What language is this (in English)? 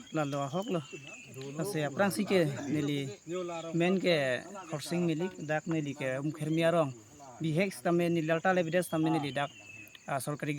Karbi